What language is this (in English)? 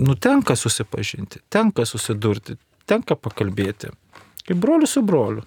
Lithuanian